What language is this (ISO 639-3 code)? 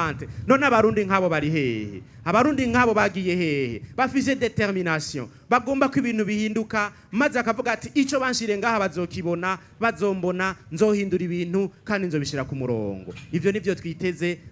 run